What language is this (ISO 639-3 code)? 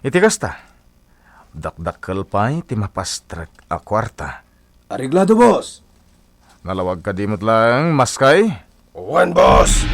ilo